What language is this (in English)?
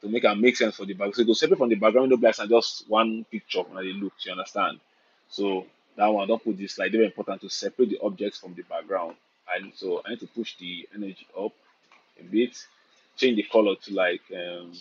Nigerian Pidgin